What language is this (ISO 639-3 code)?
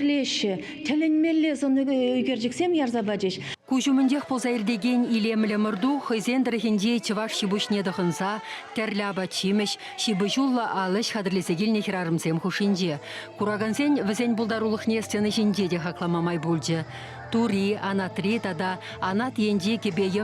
chv